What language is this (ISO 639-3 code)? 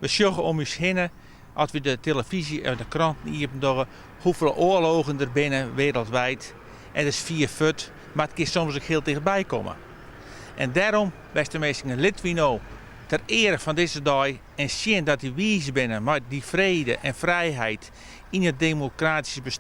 fry